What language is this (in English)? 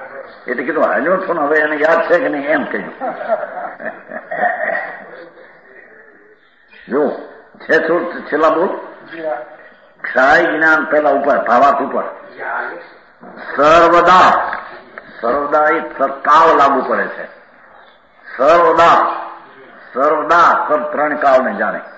Gujarati